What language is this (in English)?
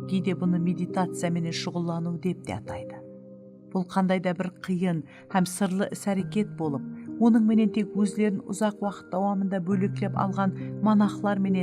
Kara-Kalpak